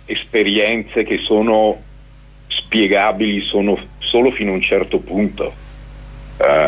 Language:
Italian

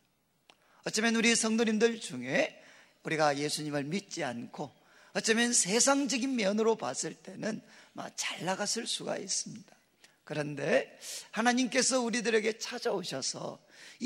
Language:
Korean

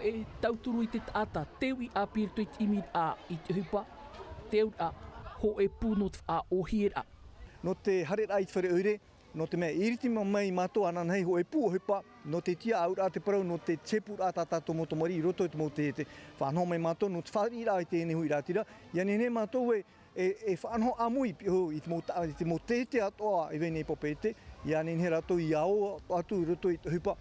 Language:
Tahitian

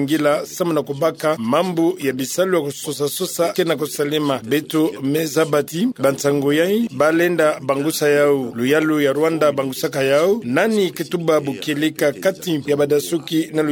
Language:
Kituba (Democratic Republic of Congo)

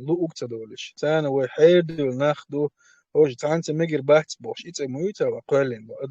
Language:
Chechen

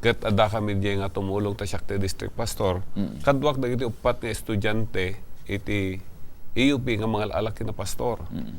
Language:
Iloko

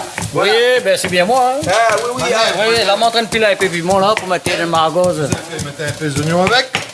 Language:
Réunion Creole French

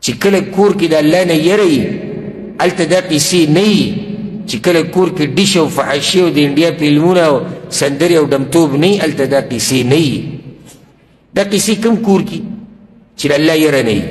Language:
Pashto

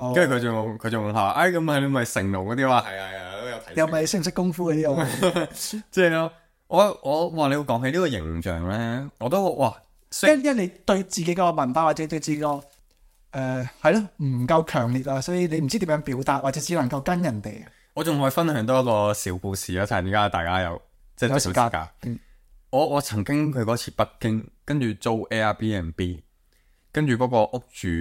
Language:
Cantonese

